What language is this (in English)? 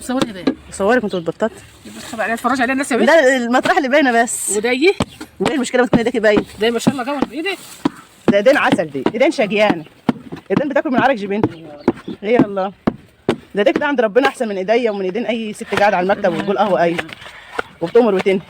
Egyptian Arabic